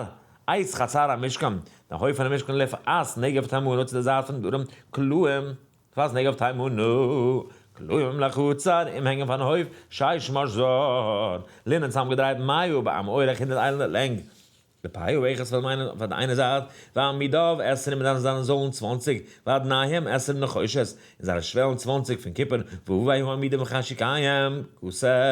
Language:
Yiddish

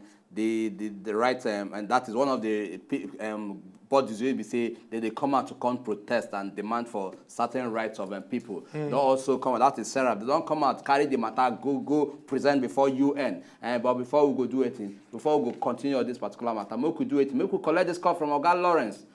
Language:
Nigerian Pidgin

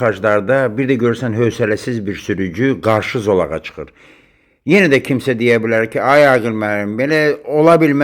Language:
Azerbaijani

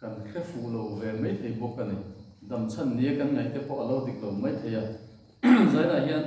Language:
Mizo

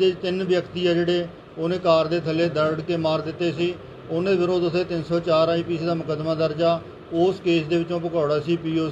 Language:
Punjabi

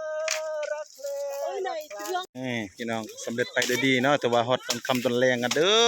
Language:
Lao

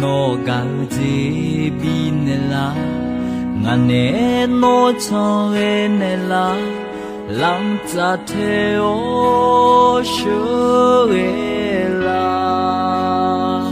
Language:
Akha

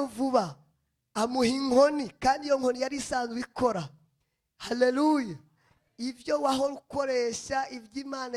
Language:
Rundi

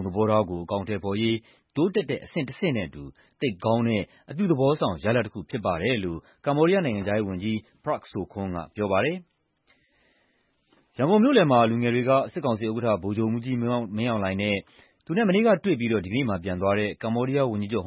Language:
Burmese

